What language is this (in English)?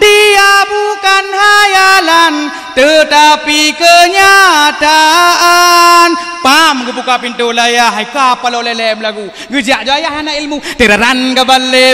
Achinese